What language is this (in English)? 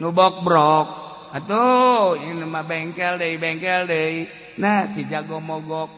Sundanese